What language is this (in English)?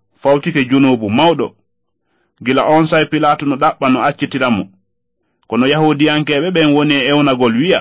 Fula